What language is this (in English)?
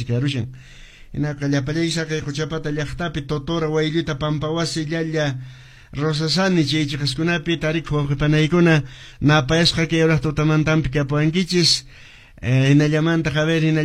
Quechua